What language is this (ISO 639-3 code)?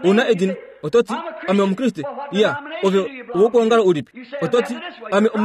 kua